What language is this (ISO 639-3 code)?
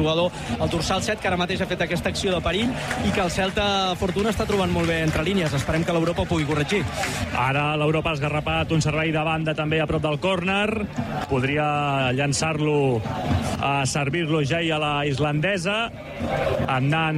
cat